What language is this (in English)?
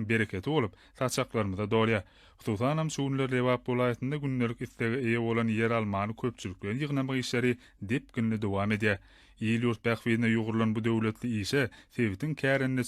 Turkmen